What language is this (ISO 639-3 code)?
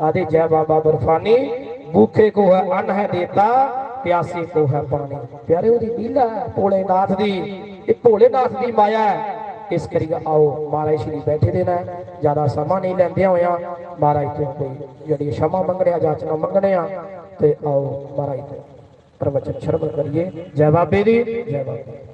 doi